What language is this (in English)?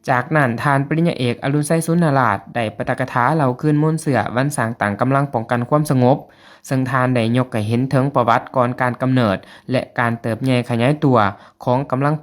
Lao